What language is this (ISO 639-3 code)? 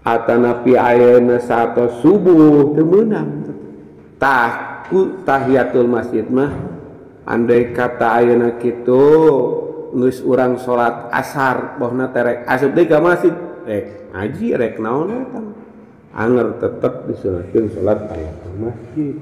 sun